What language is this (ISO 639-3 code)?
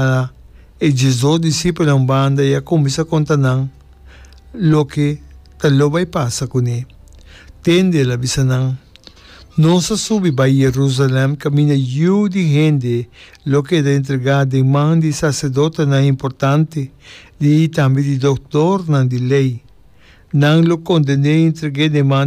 pap